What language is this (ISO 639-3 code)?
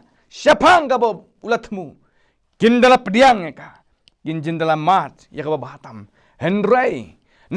kha